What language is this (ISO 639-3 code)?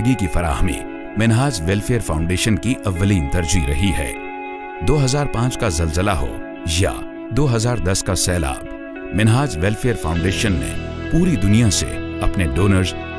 urd